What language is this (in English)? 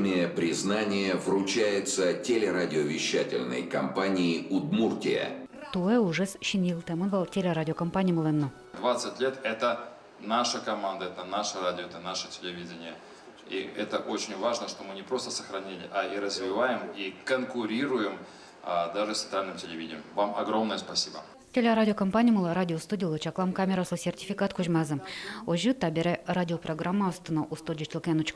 Udmurt